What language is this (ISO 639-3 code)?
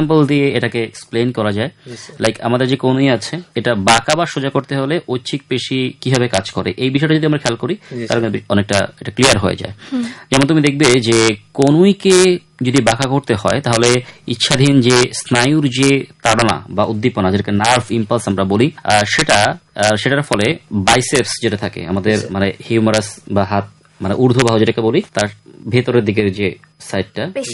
ben